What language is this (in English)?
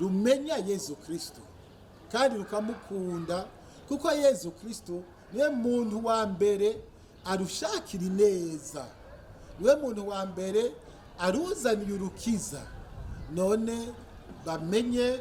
Rundi